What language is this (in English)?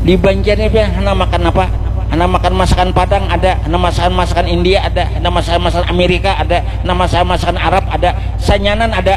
Banjar